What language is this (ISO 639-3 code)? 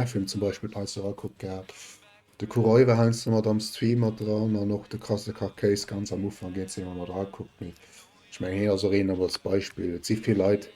ltz